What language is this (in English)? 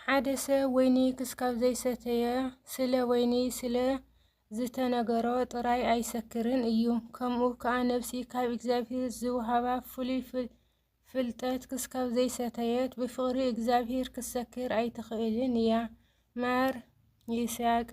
Tigrinya